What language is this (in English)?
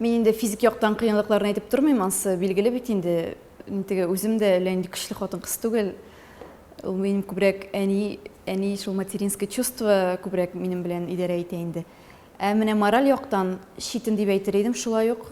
Tatar